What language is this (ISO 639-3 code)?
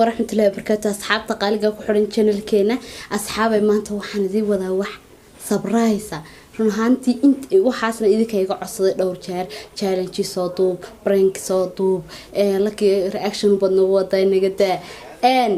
som